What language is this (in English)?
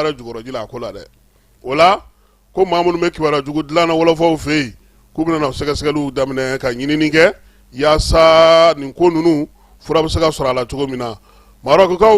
Bambara